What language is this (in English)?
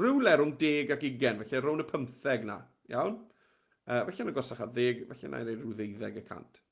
Welsh